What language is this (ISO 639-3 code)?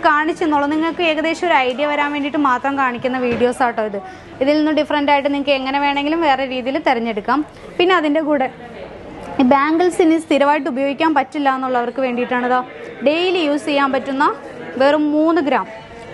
mal